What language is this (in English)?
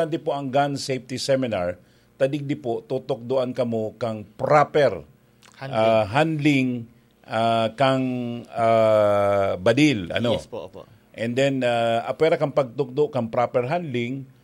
Bikol